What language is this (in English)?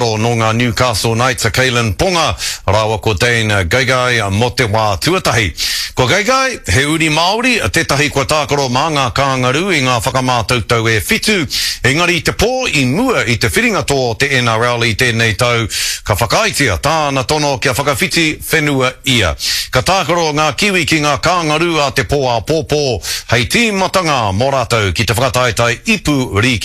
Māori